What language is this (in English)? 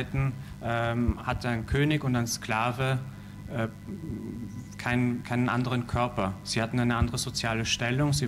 German